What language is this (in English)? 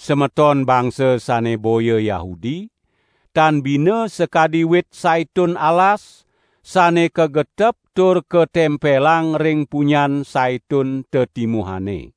Balinese